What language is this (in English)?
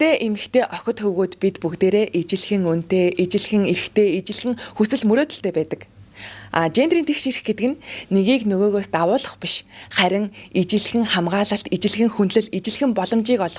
Mongolian